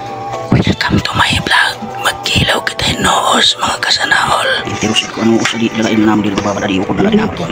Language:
Waray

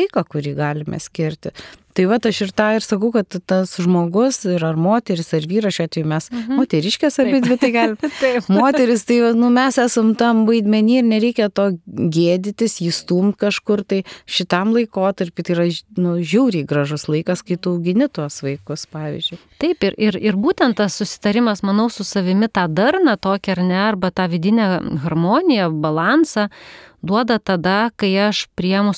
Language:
Lithuanian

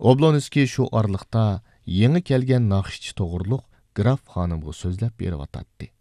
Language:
Uyghur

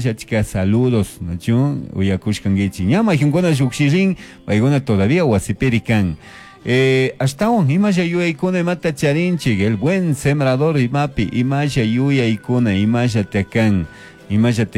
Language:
Chimborazo Highland Quichua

